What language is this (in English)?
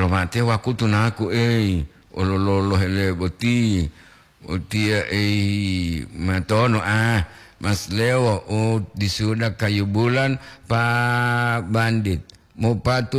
Gorontalo